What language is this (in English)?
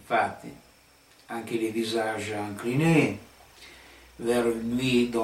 Italian